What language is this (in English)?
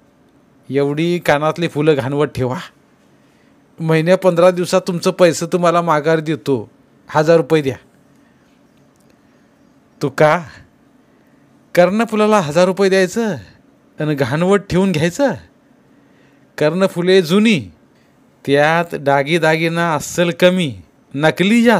Marathi